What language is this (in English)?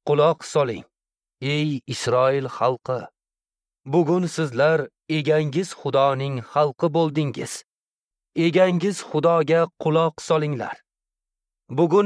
Uzbek